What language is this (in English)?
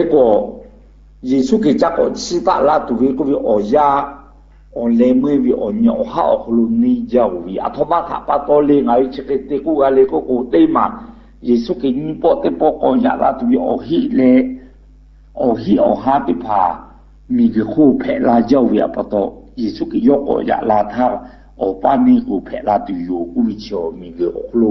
Lahu